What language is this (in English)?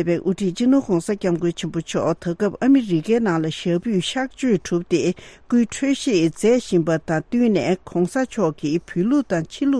Tibetan